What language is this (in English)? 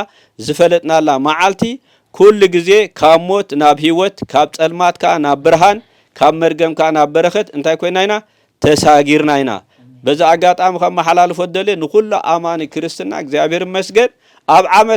Tigrinya